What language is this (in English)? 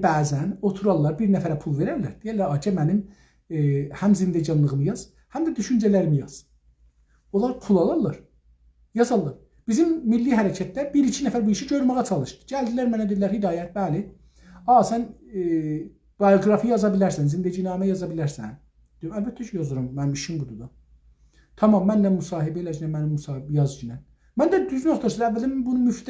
South Azerbaijani